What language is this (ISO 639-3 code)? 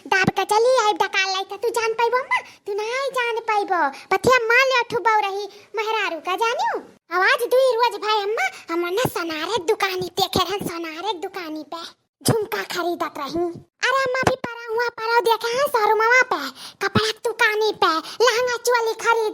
awa